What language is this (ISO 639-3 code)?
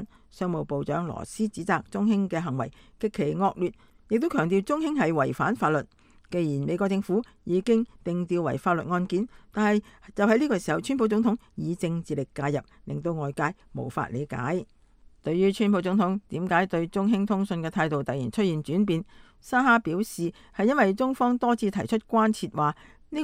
yue